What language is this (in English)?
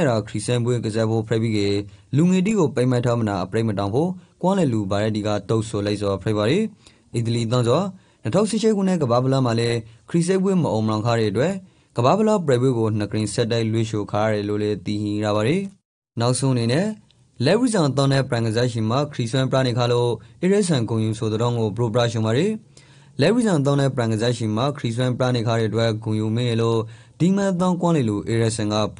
Rakhine